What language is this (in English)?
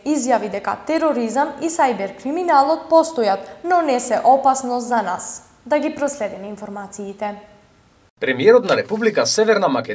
Macedonian